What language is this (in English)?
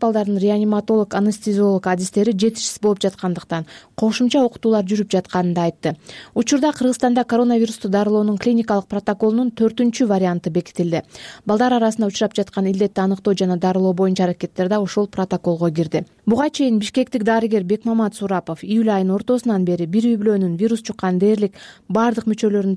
Kyrgyz